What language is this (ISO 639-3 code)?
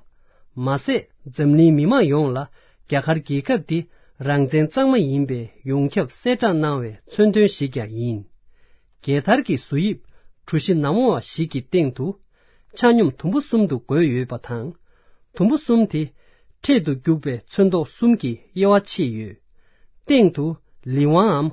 bod